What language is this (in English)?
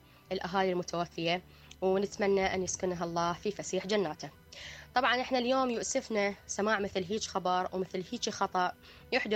Mesopotamian Arabic